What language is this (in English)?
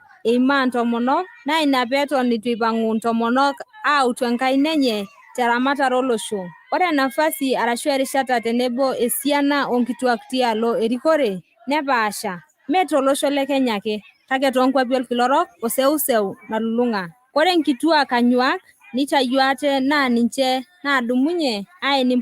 Masai